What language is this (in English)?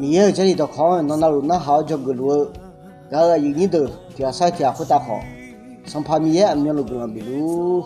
Akha